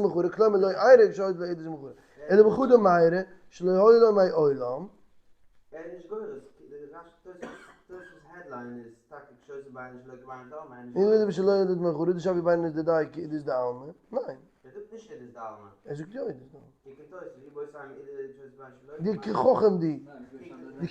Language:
Yiddish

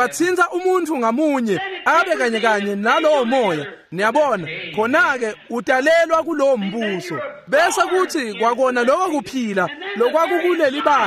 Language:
Swati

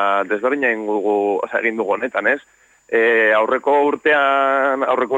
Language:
Basque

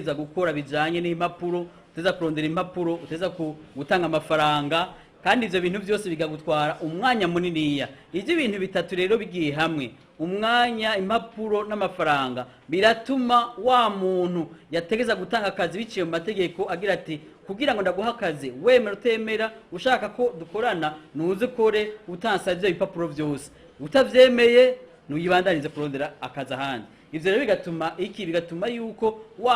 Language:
Rundi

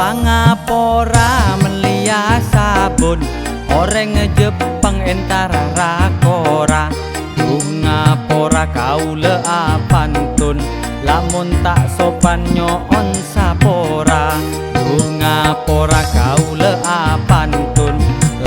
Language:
Madurese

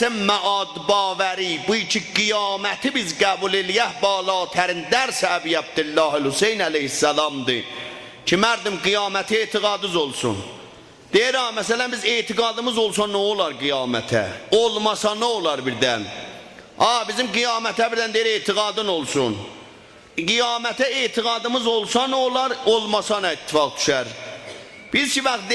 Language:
South Azerbaijani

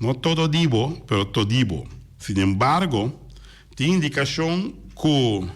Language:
Papiamento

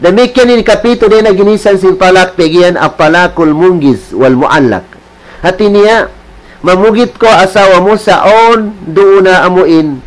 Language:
Tausug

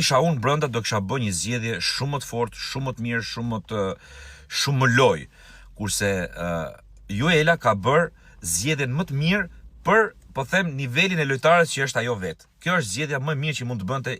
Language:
Albanian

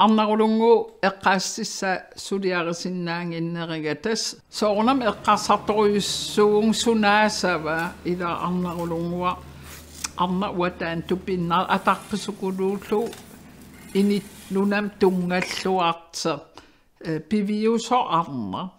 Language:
Kalaallisut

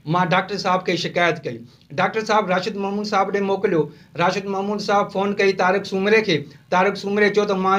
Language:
Sindhi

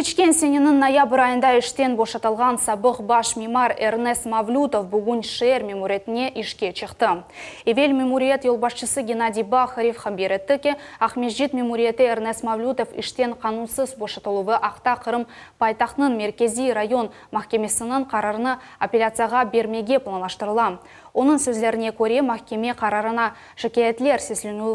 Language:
Crimean Tatar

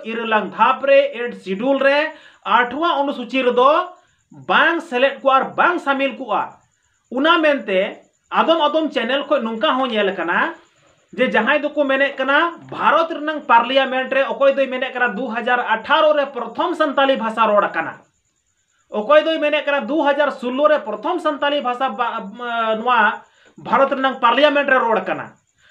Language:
Santali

